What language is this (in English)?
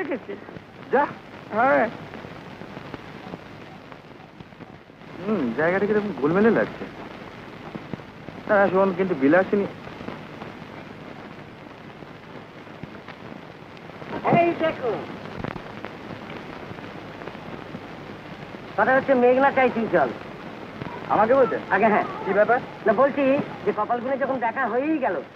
Bangla